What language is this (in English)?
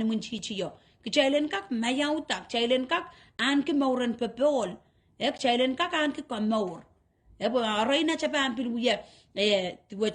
Pohnpeian